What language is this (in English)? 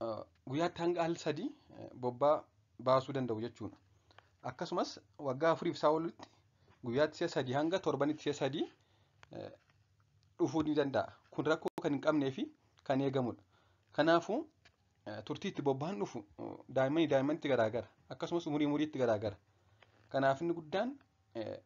Oromo